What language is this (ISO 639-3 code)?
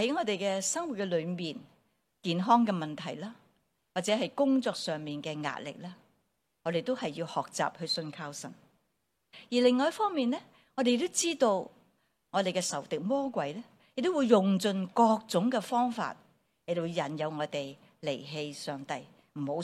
yue